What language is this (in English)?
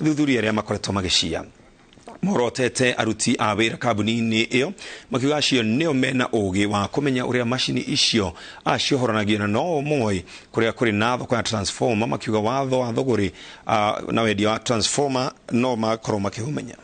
Kikuyu